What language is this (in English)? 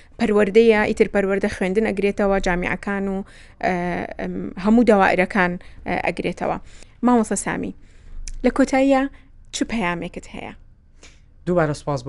Central Kurdish